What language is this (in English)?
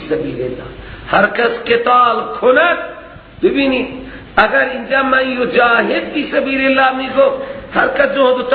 Persian